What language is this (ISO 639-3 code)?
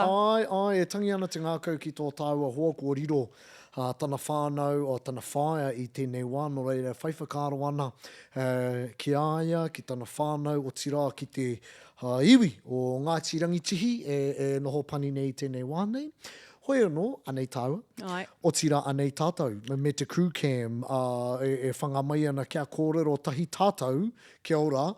mri